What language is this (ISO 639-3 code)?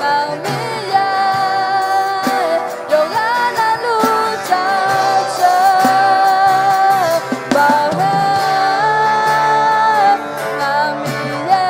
ahk